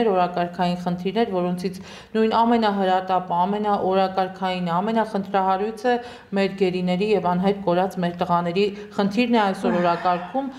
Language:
Armenian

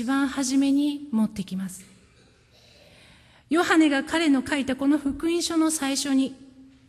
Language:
Japanese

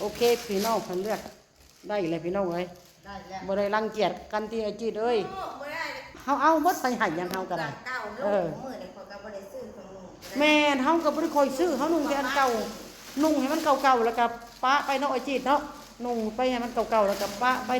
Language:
Northeastern Thai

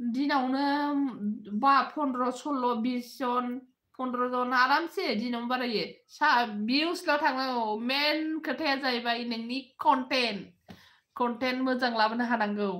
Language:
Bodo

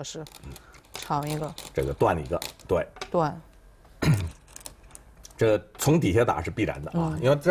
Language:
Chinese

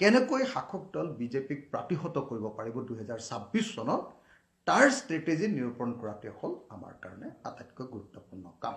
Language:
Assamese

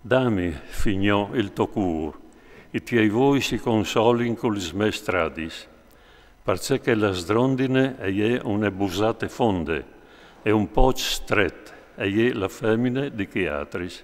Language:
Friulian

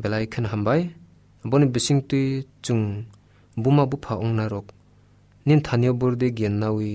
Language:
Kok Borok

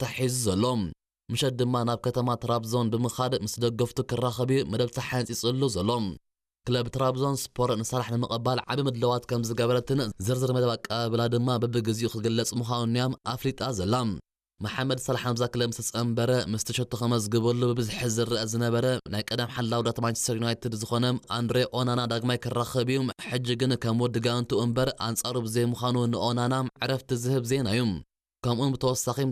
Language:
Tigrinya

